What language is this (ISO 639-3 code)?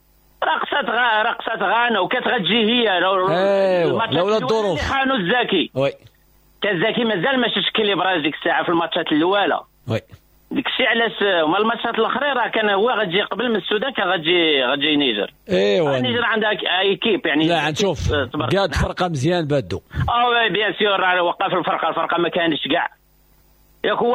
ary